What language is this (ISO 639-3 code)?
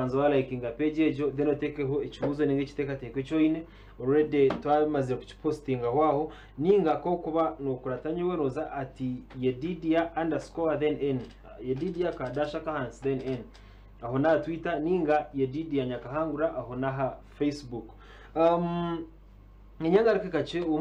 nyn